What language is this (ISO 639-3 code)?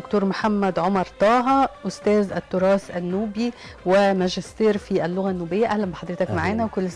arz